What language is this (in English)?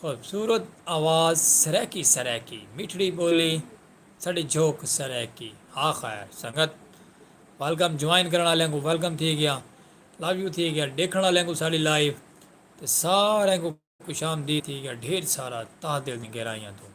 Saraiki